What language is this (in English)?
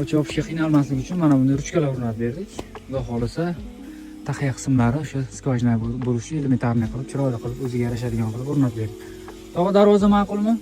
Uzbek